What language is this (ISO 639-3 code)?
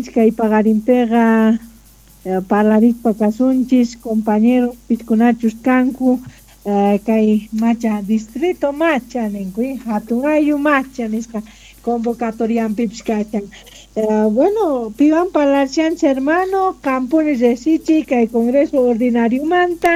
quh